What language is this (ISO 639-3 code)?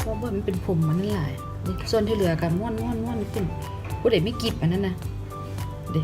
lao